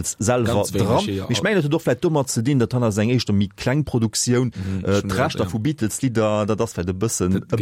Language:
Luxembourgish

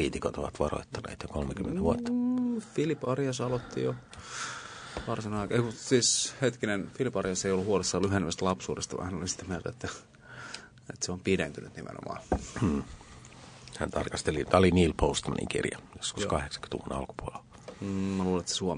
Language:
Finnish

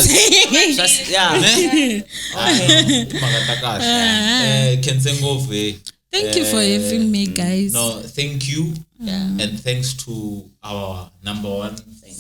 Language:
Tsonga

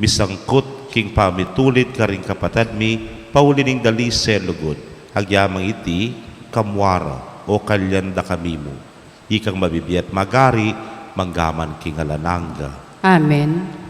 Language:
Pampanga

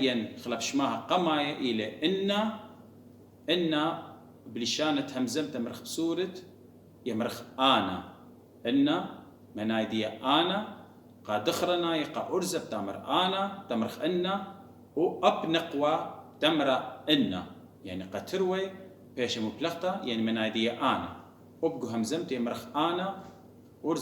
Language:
Assyrian Neo-Aramaic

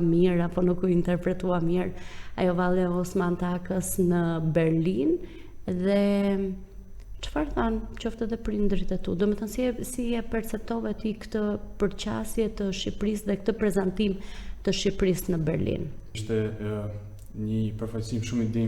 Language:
Albanian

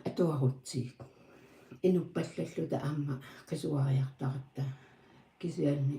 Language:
Kalaallisut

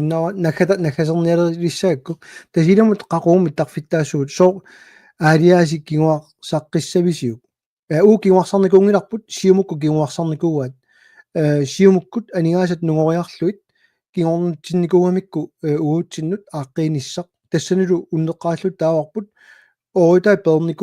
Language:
Kalaallisut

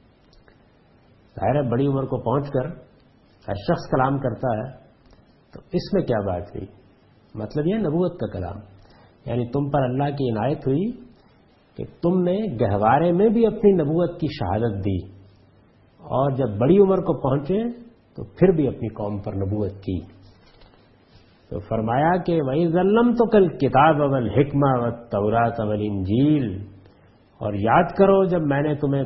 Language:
Urdu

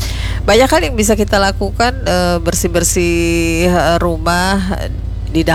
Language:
Indonesian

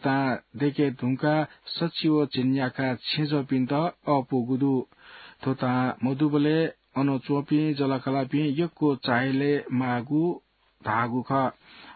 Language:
Newari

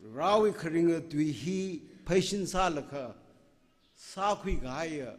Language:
Tangkhul Naga (India)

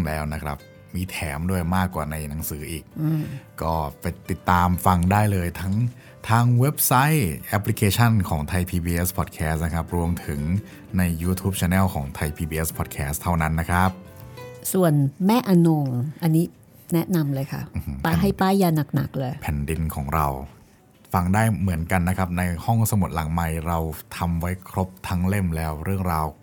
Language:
Thai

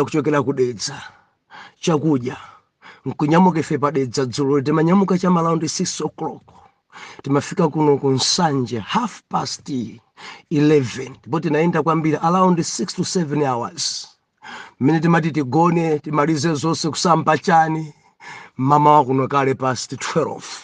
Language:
Nyanja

